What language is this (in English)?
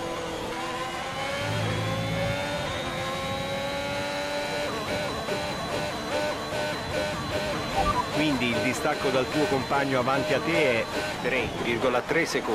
Italian